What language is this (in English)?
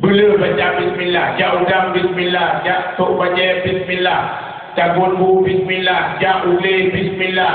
Achinese